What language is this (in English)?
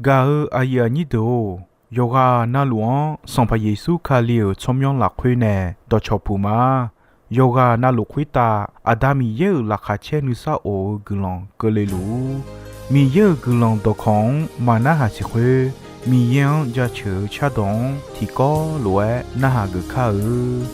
Akha